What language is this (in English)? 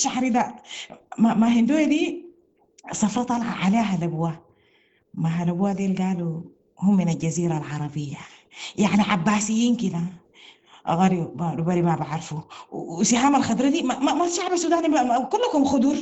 Sudanese Arabic